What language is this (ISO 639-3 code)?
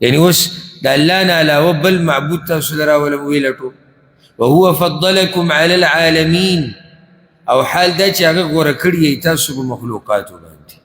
pus